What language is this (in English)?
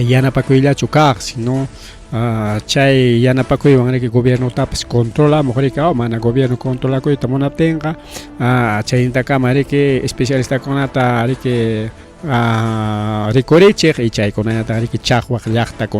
Ayacucho Quechua